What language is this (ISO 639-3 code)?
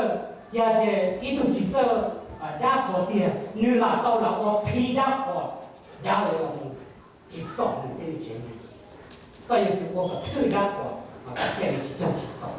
hmn